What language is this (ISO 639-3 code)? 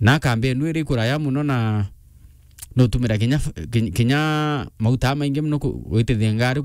mer